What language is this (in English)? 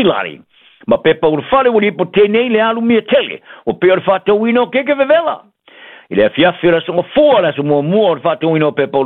Samoan